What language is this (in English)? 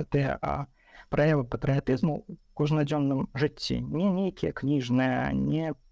Belarusian